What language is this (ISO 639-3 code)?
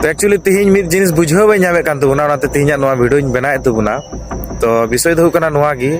sat